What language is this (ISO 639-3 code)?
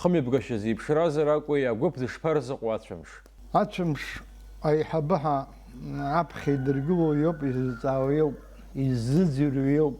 abk